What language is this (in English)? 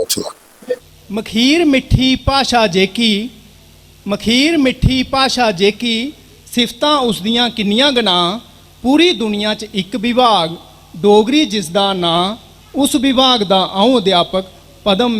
Dogri